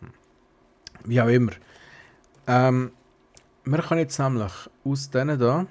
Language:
Swiss German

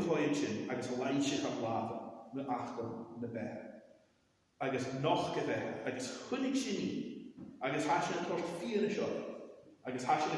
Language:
Scottish Gaelic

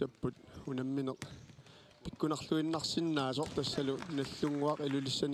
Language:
Kalaallisut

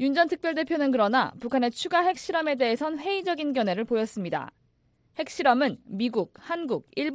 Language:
Korean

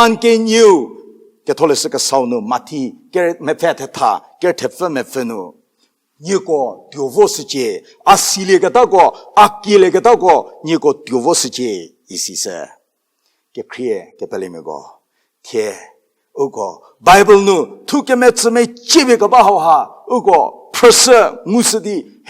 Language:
Angami Naga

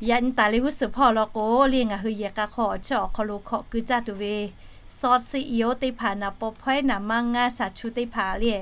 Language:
Lahu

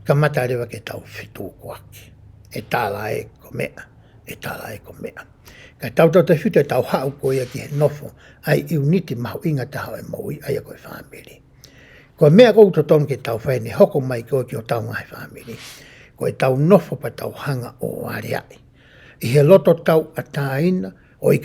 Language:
Tongan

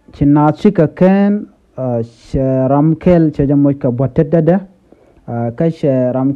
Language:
Nuer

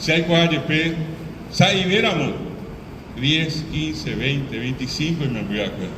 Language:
Guarani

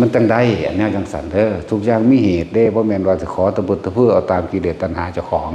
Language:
Northeastern Thai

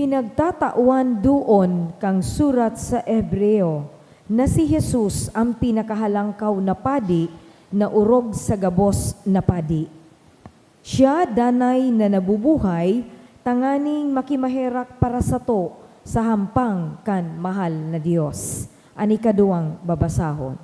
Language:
Bikol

